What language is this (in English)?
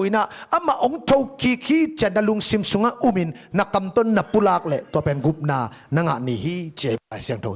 Tedim Chin